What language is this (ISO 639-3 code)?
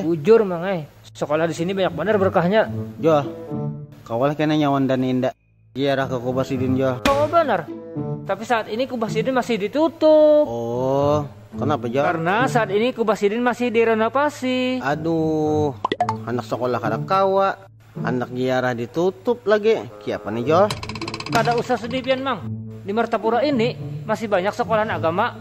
bjn